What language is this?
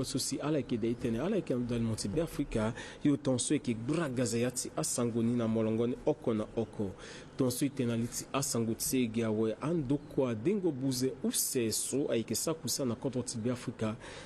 Sango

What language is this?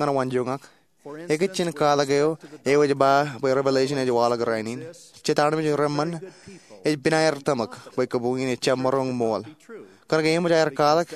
Marshallese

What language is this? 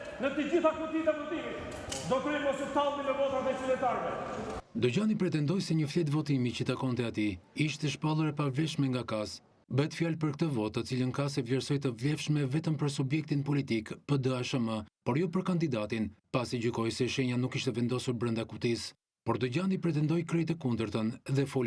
Albanian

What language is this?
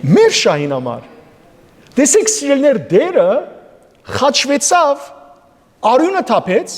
Western Armenian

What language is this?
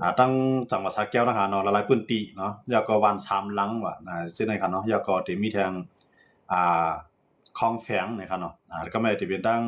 Shan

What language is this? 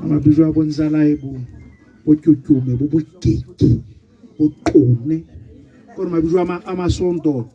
Tswana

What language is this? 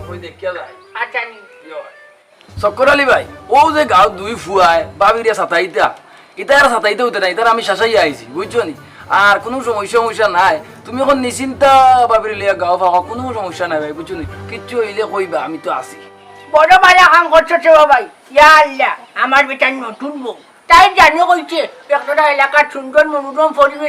Sylheti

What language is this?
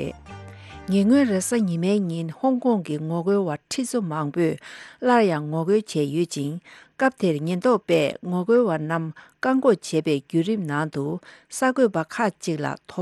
Tibetan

